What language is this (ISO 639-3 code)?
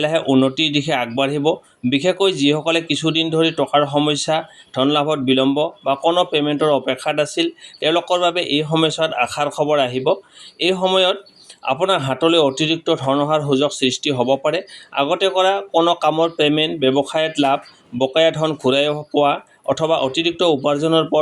asm